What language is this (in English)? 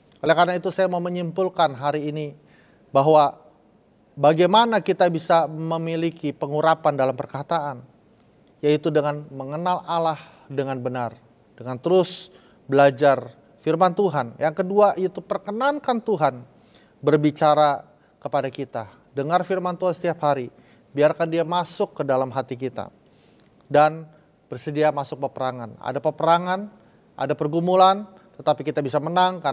Indonesian